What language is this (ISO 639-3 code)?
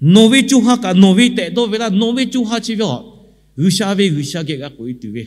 lhu